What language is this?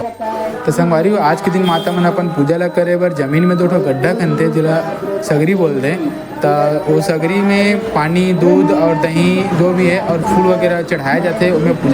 Chhattisgarhi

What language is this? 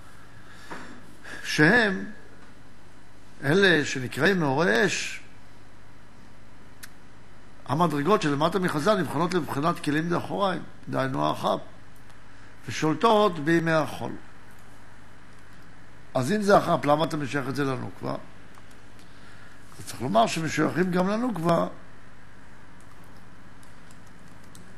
Hebrew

